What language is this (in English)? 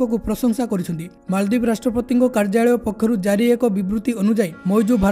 Odia